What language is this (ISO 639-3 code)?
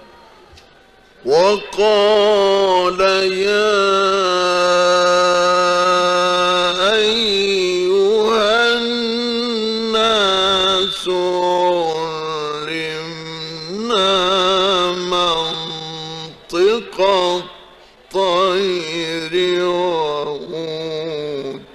ara